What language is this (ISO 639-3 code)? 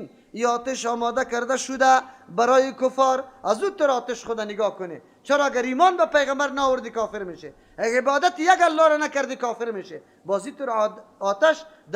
fas